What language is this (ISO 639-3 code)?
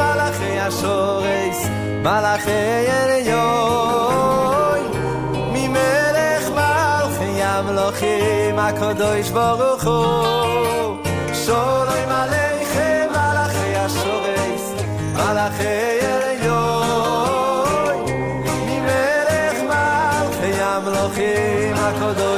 heb